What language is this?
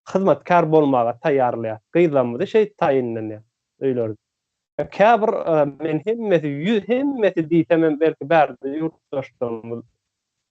Turkmen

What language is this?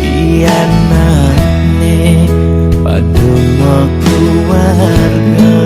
Balinese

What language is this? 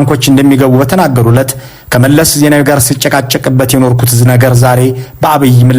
Amharic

